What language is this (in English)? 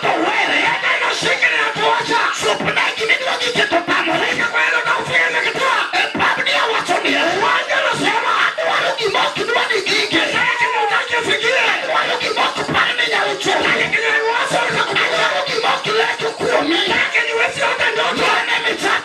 Luo (Kenya and Tanzania)